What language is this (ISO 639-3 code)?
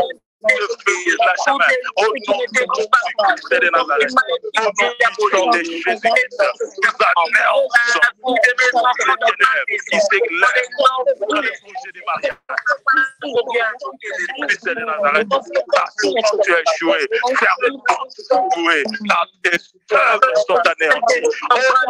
fra